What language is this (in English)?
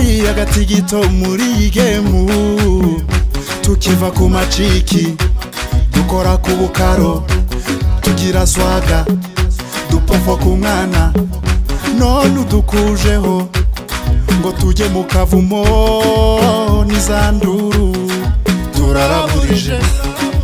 Kinyarwanda